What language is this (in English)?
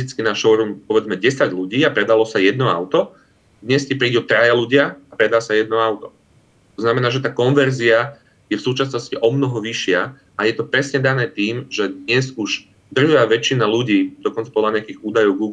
Slovak